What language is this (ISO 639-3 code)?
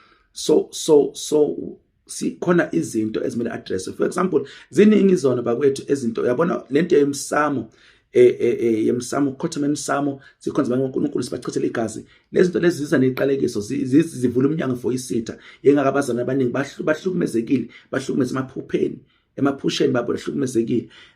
zul